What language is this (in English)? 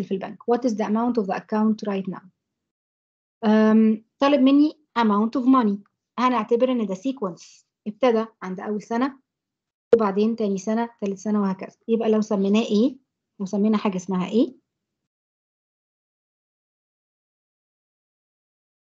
Egyptian Arabic